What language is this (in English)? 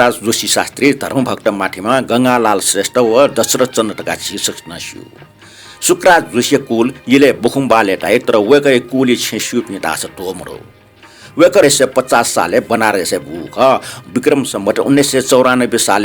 Newari